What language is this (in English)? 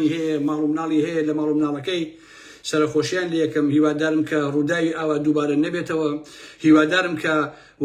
Central Kurdish